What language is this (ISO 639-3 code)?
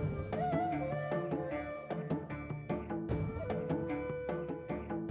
mar